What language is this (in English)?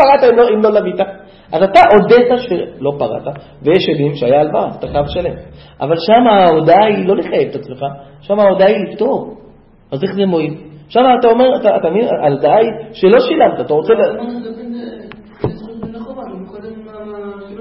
Hebrew